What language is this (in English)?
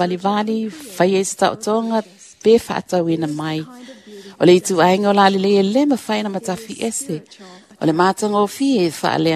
Samoan